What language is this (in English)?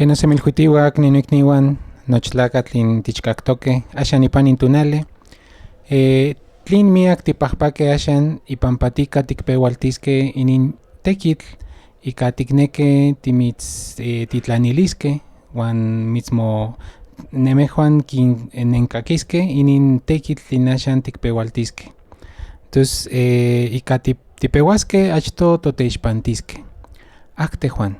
Central Nahuatl